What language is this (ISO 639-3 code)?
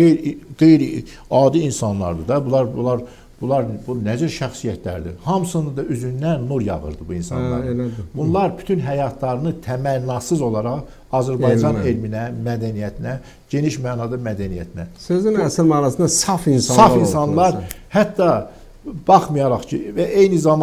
aze